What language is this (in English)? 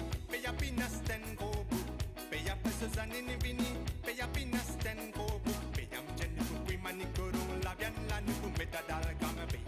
Morisyen